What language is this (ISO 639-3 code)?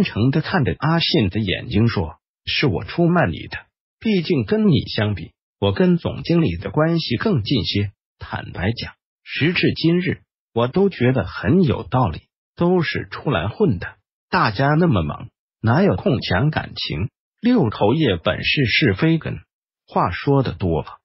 zho